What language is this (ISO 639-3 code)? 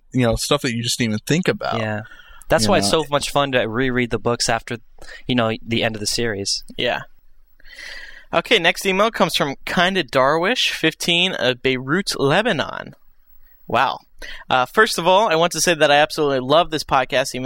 eng